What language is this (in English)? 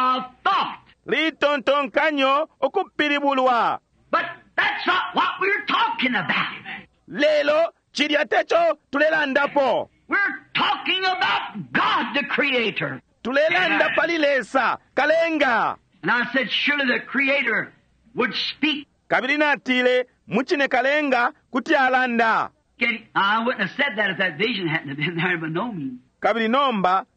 Bemba